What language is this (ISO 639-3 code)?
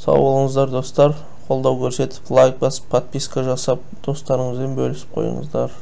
kaz